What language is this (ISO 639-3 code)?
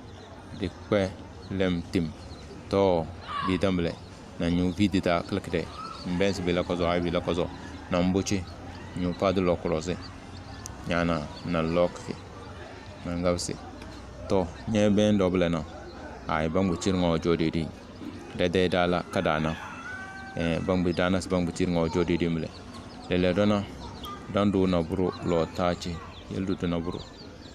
kdh